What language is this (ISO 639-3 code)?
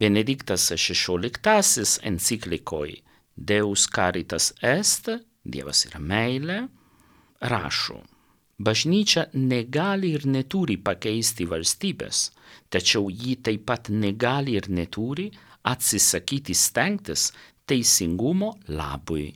lit